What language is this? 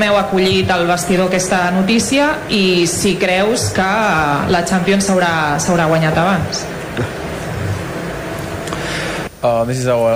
Catalan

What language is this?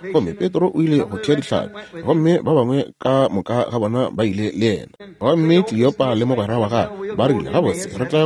Northern Sotho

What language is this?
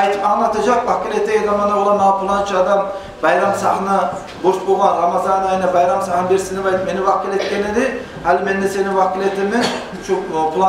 Kumyk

